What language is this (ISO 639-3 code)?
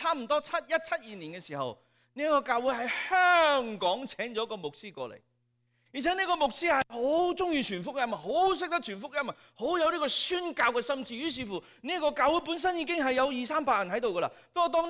yue